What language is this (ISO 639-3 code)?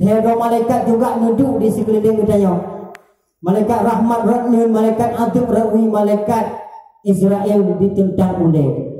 ace